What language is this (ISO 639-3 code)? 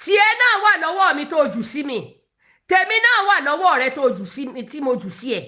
yor